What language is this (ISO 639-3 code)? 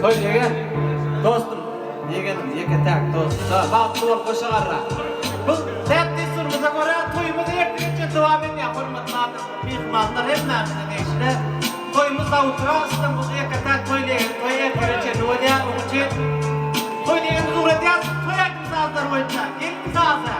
tuk